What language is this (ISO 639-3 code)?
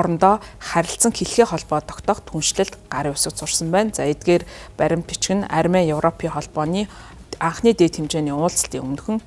mon